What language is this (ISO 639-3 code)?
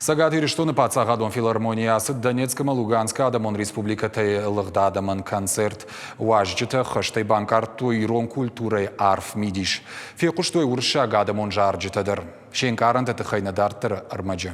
oss